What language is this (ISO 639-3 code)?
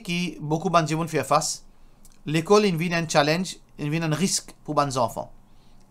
mfe